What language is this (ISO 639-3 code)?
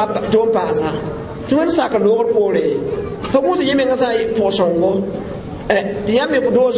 mos